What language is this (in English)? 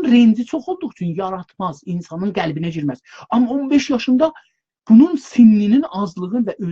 South Azerbaijani